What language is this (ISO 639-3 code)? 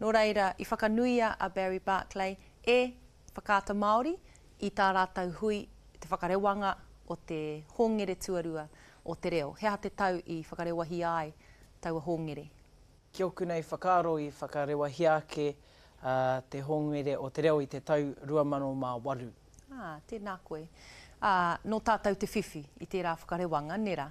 mri